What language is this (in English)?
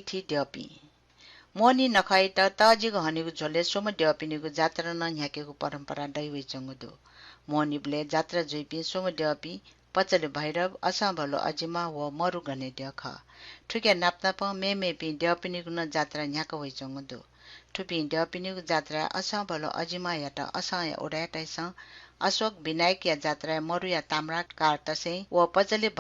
Newari